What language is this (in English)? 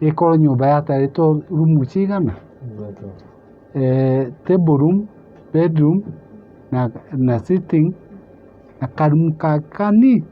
Kikuyu